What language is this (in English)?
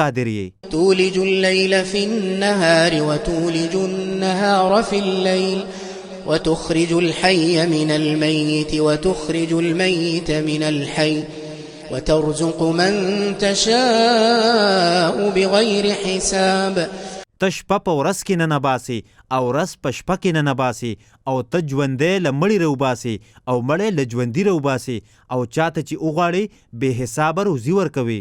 Pashto